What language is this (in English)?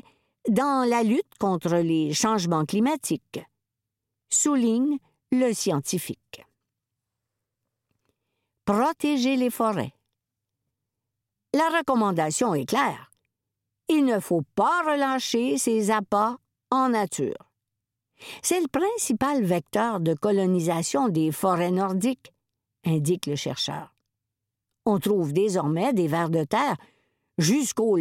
French